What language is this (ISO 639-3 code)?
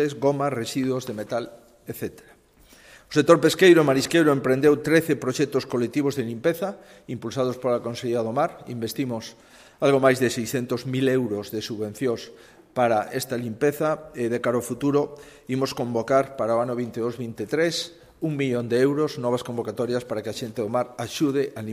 glg